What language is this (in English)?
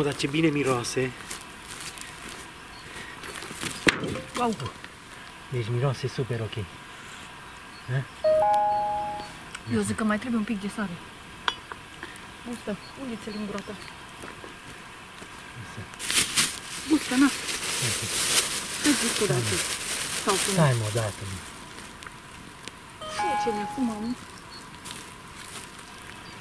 Romanian